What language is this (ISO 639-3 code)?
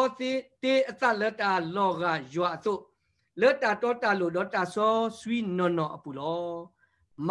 ksw